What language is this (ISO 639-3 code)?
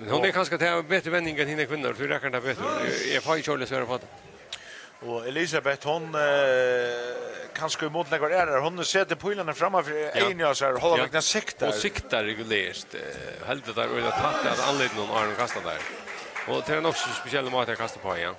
fao